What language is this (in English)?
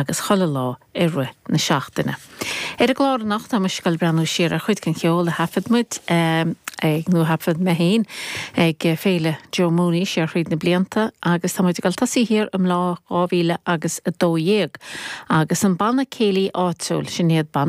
Irish